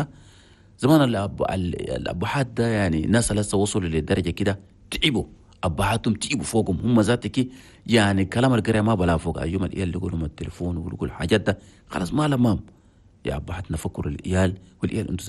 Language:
Chadian Arabic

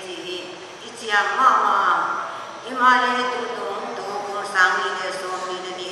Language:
Paite Chin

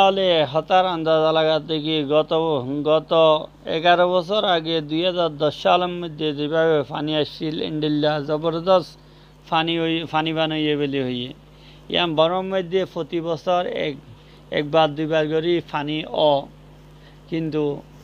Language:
Rohingya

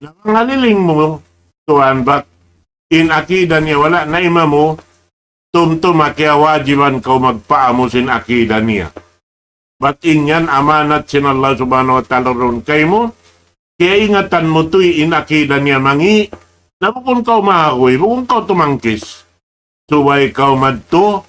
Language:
Tausug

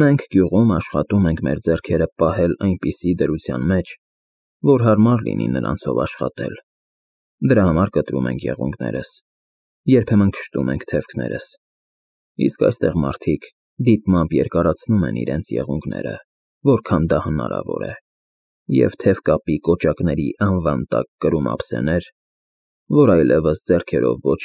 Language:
Armenian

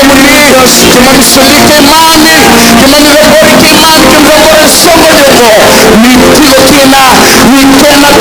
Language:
Fijian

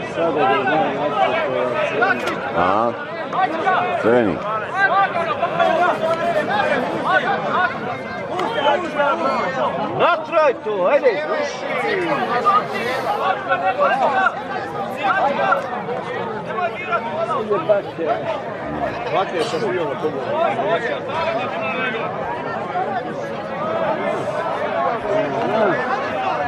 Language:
Croatian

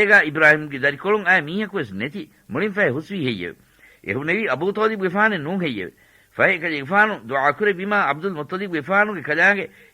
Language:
Divehi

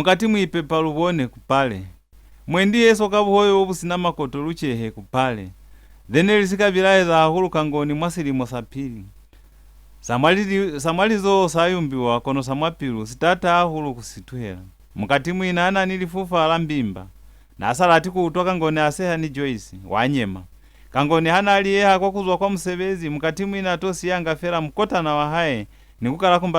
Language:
Lozi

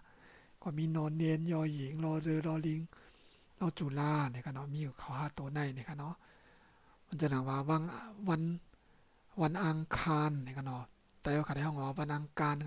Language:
Shan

